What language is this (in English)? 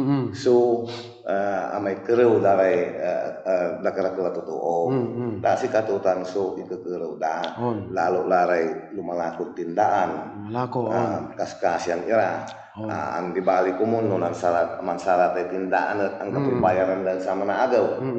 Pangasinan